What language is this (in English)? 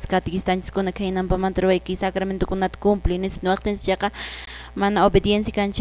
Quechua